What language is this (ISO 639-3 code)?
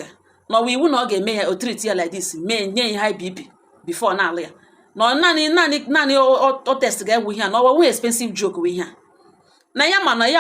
ibo